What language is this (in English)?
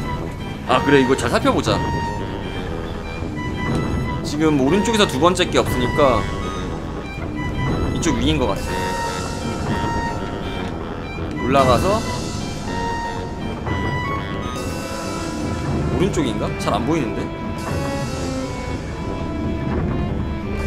Korean